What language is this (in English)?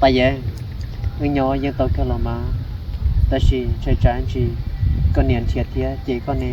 Hmong